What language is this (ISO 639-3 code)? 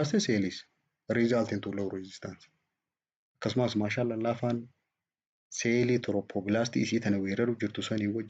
orm